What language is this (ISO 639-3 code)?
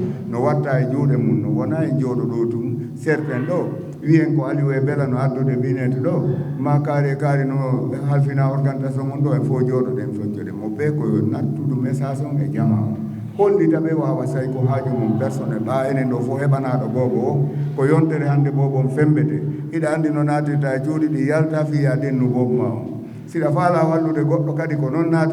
ful